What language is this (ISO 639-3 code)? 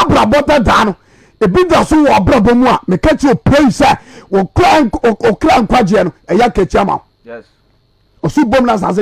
aka